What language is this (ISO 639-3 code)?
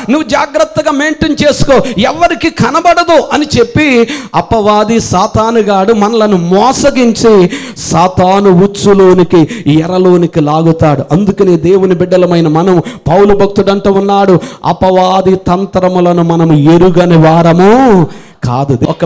tel